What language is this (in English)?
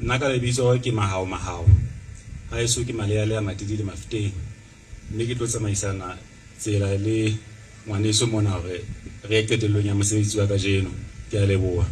Southern Sotho